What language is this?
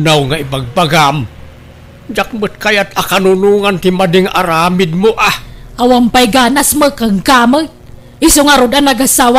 Iloko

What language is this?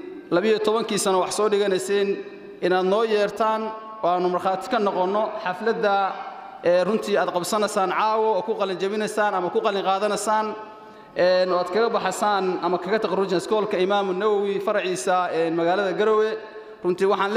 Somali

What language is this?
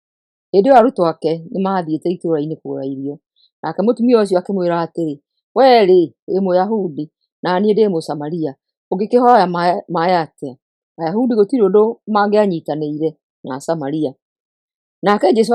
Kikuyu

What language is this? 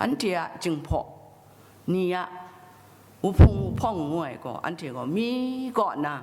Kachin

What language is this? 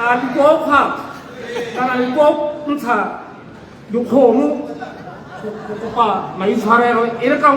Tswana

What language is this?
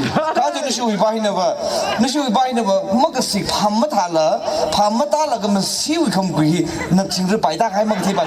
Tangkhul Naga (India)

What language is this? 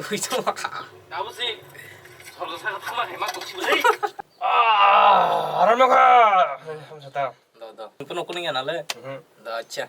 Kok Borok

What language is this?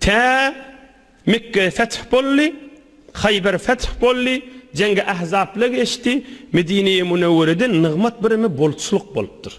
Turkmen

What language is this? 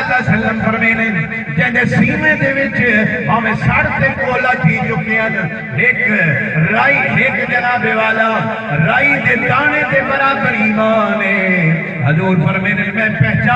Saraiki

